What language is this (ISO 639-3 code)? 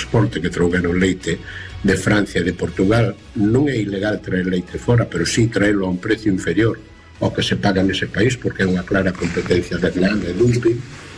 glg